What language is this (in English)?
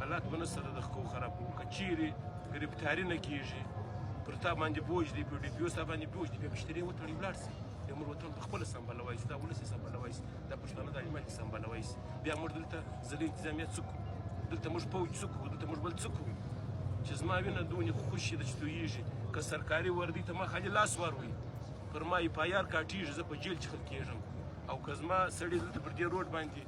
Pashto